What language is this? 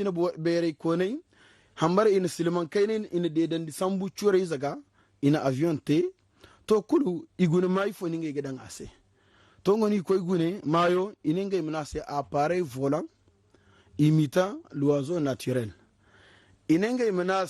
Zarma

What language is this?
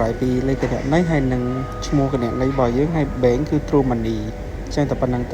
Khmer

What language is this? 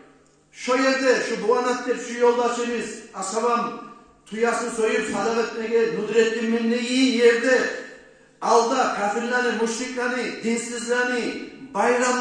Kumyk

